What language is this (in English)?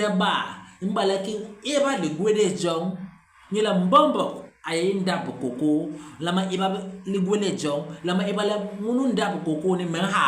Basaa